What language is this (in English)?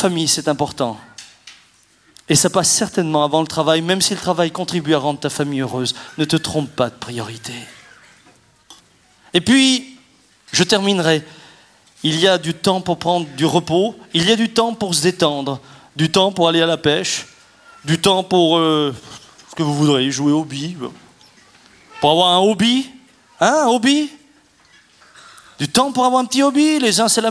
French